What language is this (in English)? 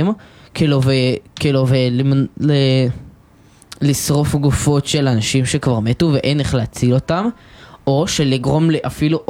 Hebrew